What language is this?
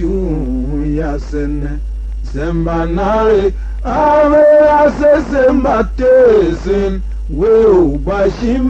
Tiv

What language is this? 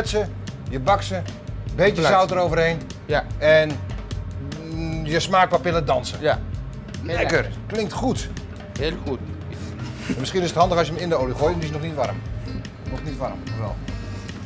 Dutch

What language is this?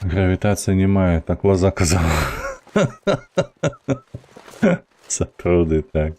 Belarusian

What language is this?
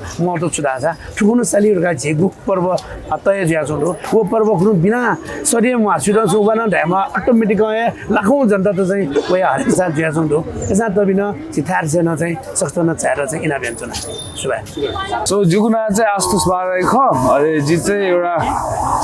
Newari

